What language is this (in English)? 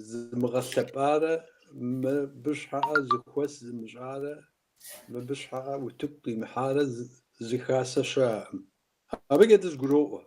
Kabardian